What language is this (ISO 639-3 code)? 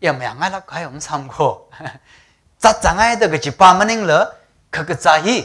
nmf